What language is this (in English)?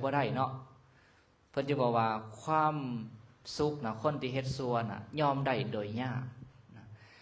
Lao